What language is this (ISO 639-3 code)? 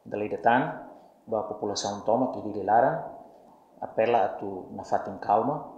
tet